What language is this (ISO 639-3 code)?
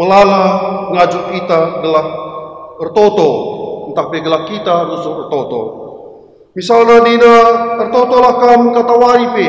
btx